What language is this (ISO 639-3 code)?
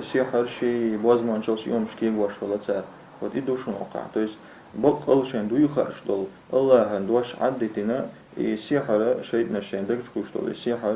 che